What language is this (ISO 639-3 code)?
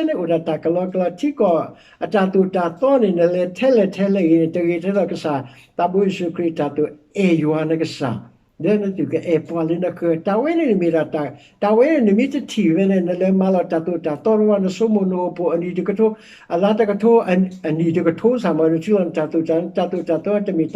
ksw